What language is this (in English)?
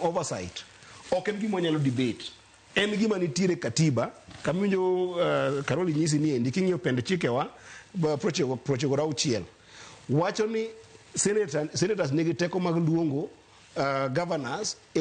Luo (Kenya and Tanzania)